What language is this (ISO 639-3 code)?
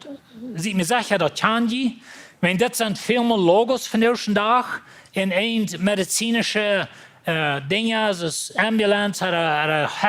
pdt